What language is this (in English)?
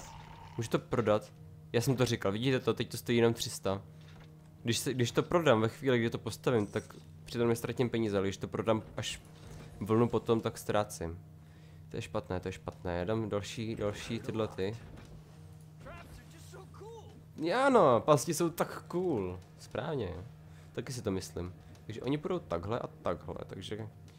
Czech